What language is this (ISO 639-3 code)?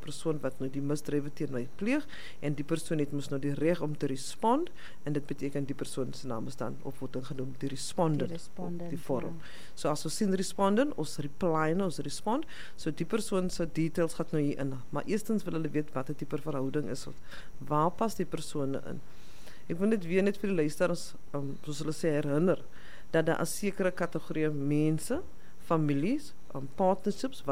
afr